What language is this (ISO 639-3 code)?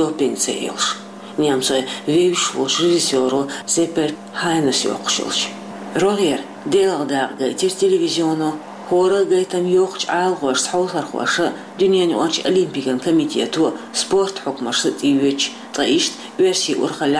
che